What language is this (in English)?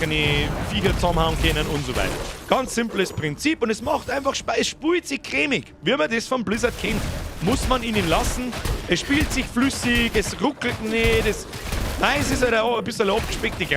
Bavarian